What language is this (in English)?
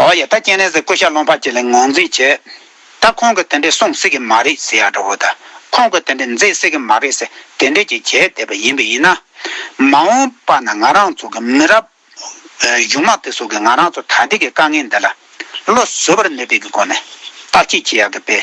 Tibetan